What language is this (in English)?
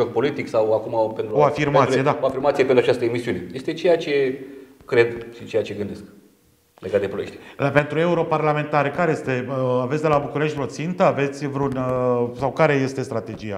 Romanian